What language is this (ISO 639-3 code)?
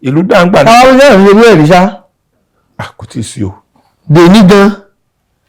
yor